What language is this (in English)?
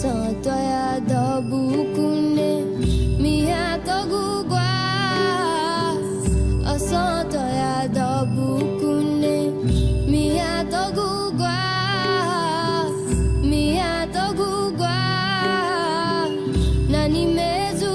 Newari